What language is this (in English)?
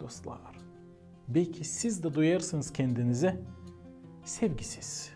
Gagauz